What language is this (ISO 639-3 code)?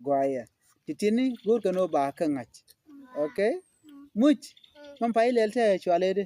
nus